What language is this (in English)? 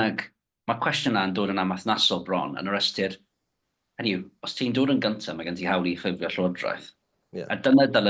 Welsh